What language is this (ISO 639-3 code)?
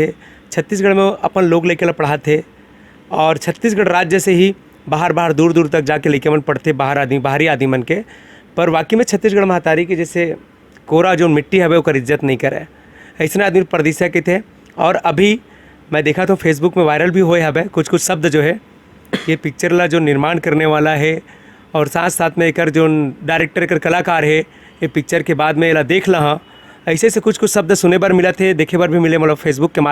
hne